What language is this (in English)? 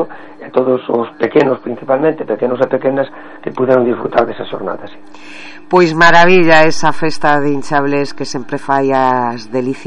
Galician